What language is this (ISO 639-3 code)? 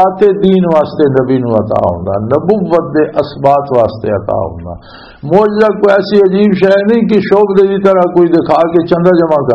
lah